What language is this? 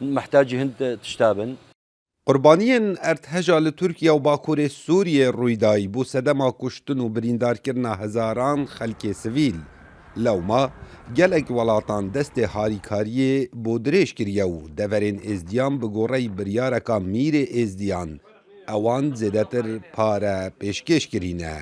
Kurdish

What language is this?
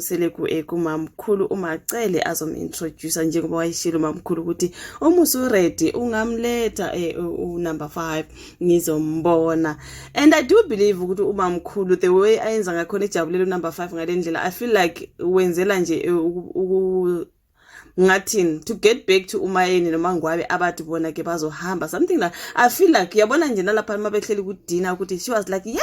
Zulu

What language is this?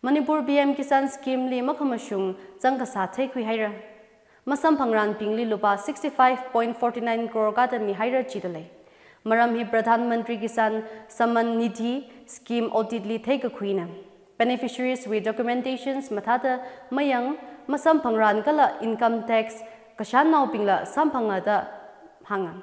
Tangkhul Naga (India)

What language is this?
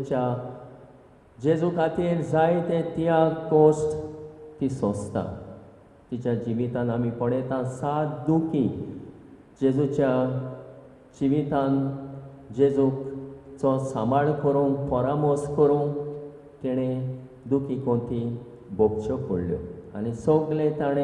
Konkani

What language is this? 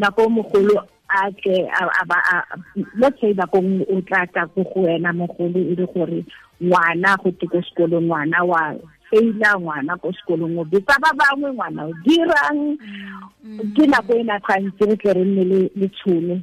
Tswana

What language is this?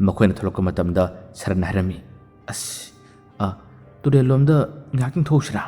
Manipuri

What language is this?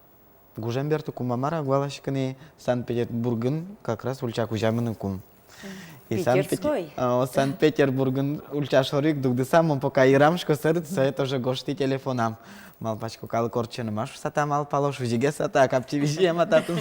Udmurt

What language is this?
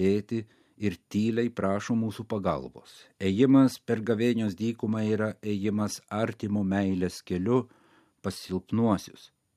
Lithuanian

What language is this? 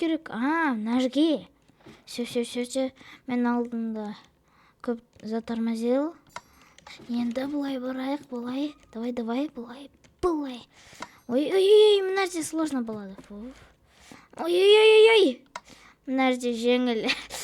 Kazakh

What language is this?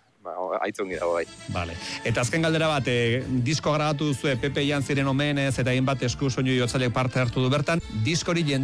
Basque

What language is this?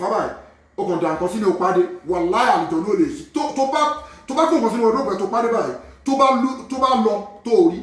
Yoruba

